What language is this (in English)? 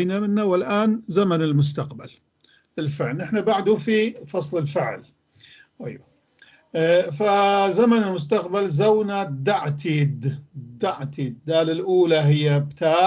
North Levantine Arabic